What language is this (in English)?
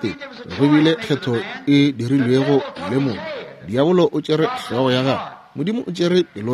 Northern Sotho